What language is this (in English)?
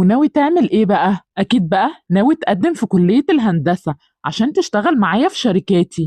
Egyptian Arabic